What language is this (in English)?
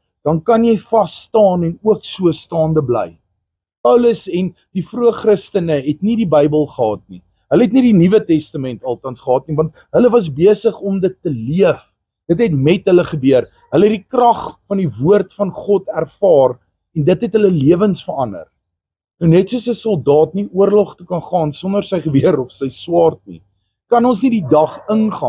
Afrikaans